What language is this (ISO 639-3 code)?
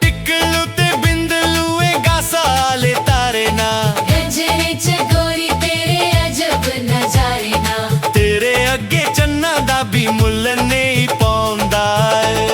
doi